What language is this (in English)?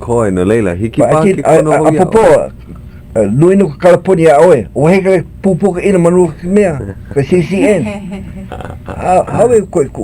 Hawaiian